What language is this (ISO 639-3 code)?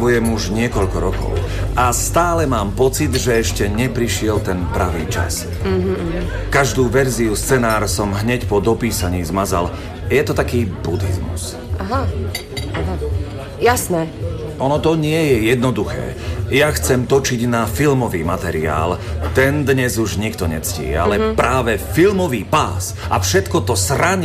slk